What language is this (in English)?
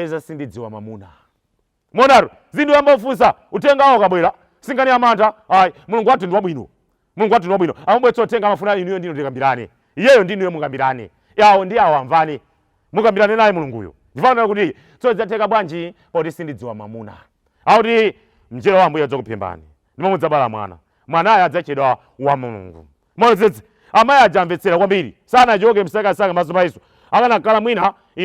Nyanja